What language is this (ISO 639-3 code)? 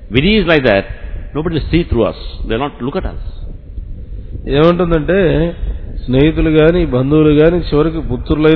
tel